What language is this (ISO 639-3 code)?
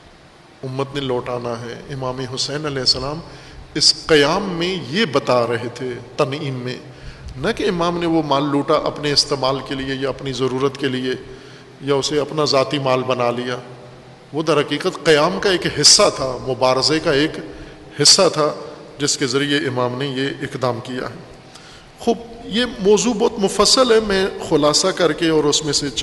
urd